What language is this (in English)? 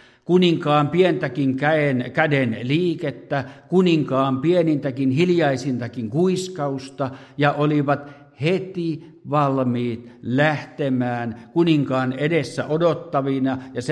Finnish